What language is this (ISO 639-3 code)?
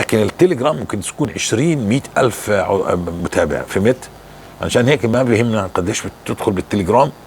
apc